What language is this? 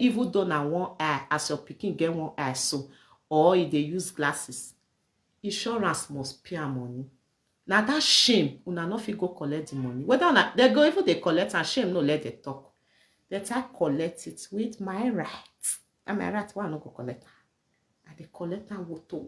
Nigerian Pidgin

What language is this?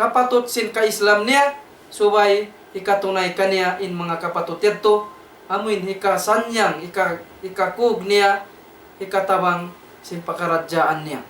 Tausug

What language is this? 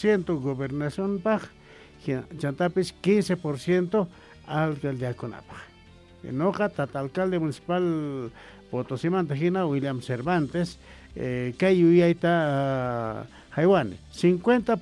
Quechua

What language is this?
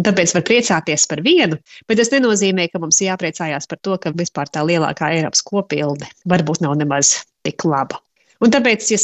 Latvian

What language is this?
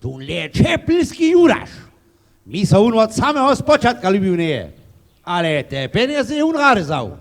Upper Sorbian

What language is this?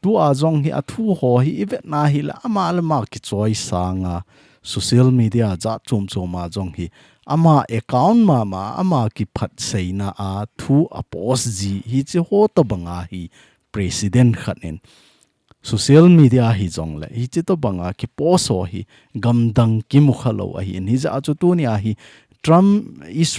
Thado Chin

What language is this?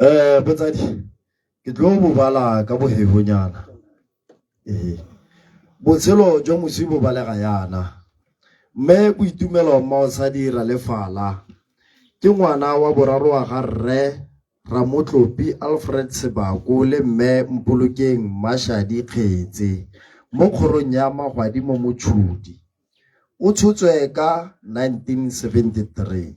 Tswana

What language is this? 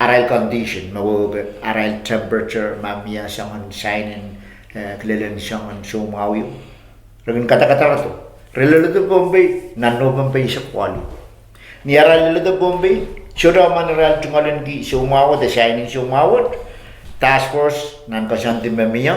Pohnpeian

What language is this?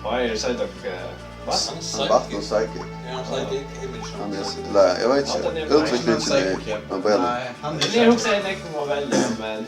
Faroese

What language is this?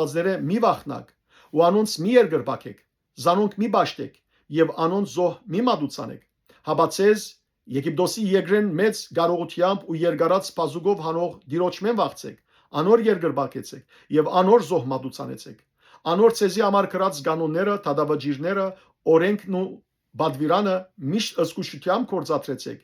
Western Armenian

